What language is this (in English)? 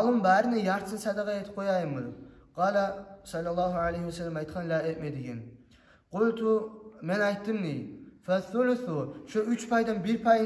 Kumyk